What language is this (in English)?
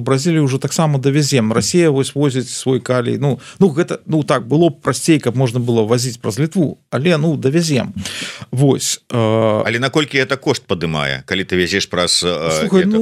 Belarusian